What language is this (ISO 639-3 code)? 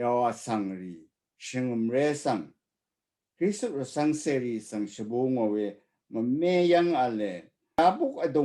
raw